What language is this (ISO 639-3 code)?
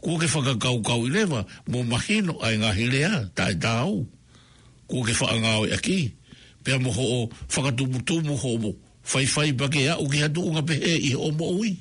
ton